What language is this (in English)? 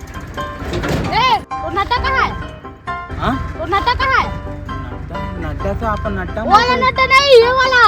Chhattisgarhi